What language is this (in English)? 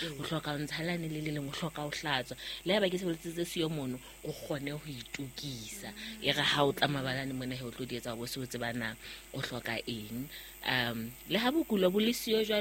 Southern Sotho